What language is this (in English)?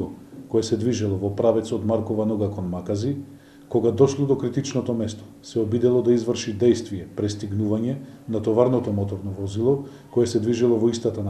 Macedonian